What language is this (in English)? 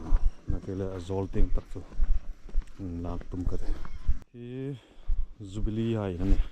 Hmar